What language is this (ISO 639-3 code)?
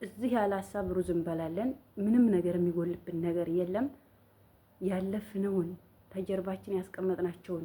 amh